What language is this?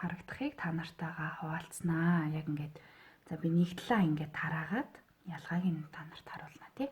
Mongolian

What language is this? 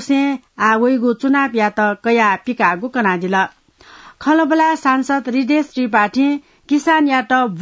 Newari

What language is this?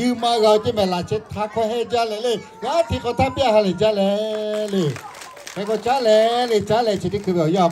Lahu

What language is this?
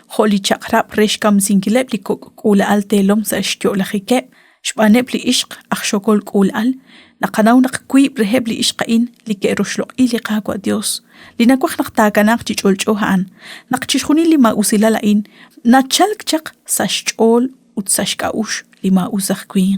Kekchí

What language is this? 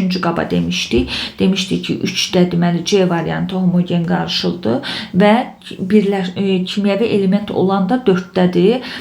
Azerbaijani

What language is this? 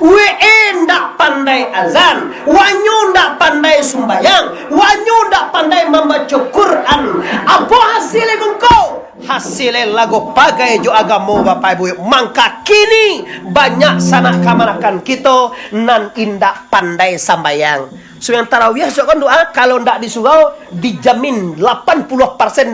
Minangkabau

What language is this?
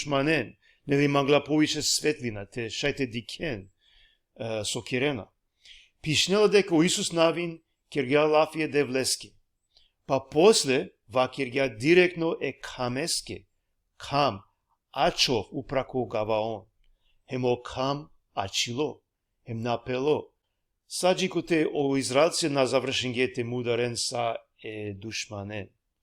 Balkan Romani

